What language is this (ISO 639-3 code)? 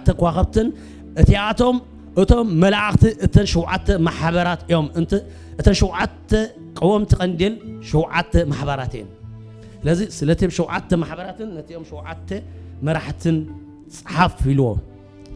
tir